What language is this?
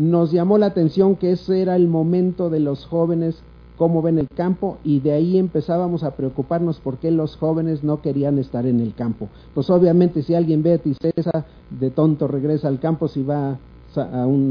Spanish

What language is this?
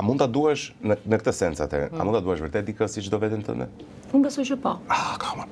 Albanian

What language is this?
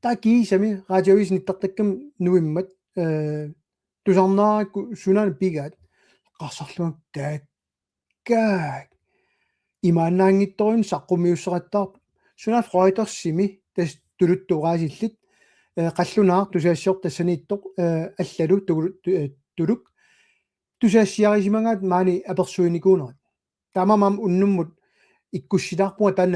Kalaallisut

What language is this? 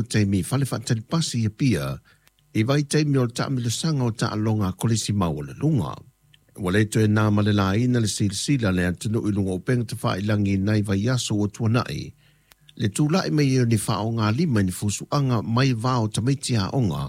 Samoan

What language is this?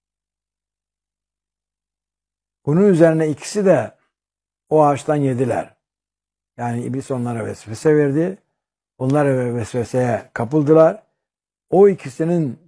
Turkish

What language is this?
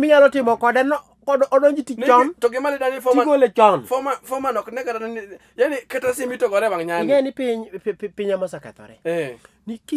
Luo (Kenya and Tanzania)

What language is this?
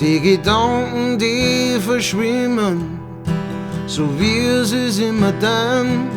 Bavarian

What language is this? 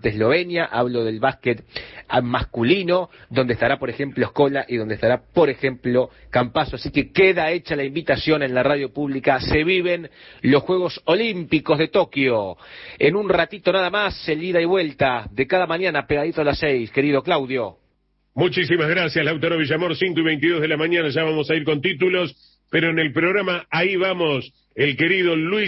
Spanish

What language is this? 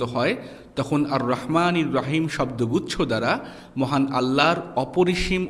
Bangla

